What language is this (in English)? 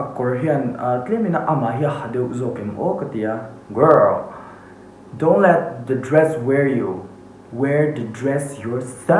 Mizo